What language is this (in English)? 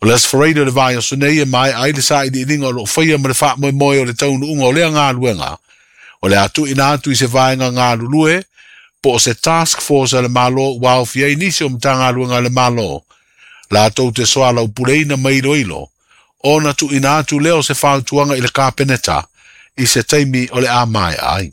Samoan